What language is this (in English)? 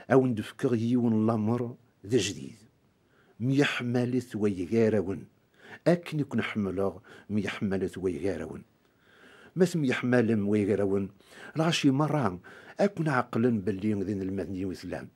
Kabyle